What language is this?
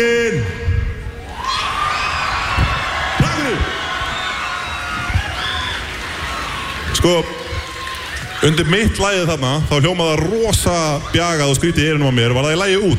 Icelandic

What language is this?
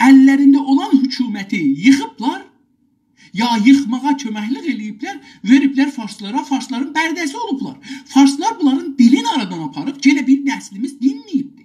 South Azerbaijani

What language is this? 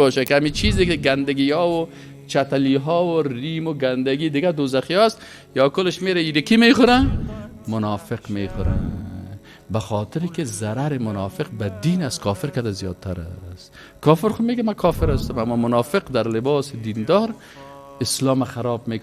Persian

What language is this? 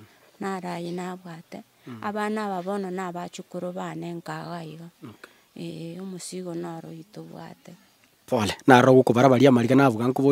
Gusii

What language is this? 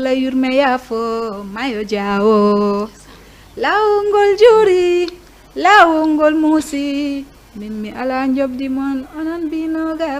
Fula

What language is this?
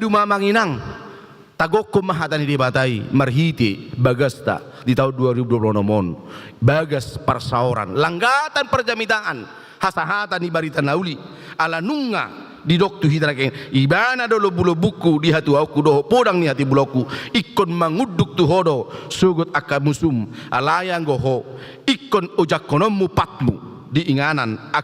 Batak Toba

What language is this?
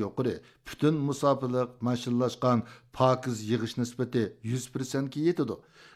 Uyghur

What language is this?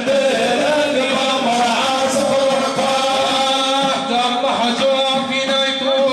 Arabic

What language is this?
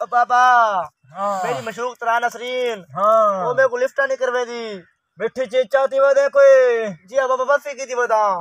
Saraiki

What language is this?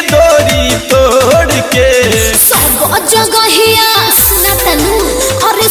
Bhojpuri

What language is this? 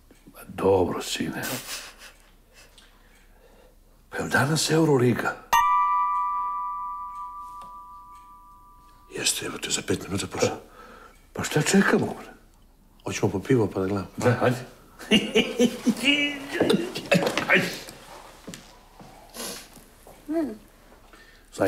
Serbian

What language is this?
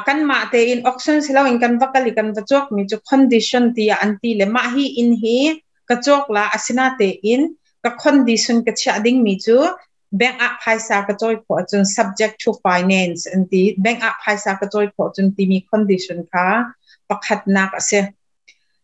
Hakha Chin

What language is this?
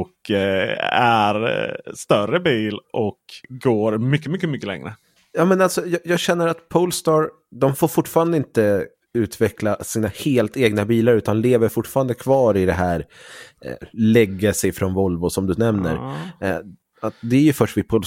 Swedish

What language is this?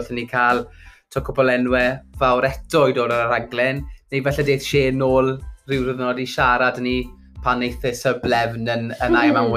Welsh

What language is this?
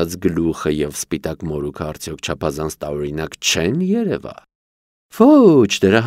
Armenian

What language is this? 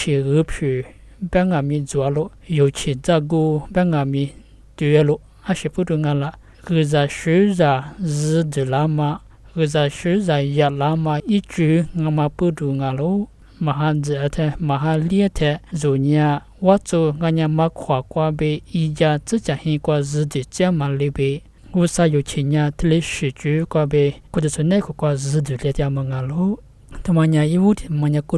Lisu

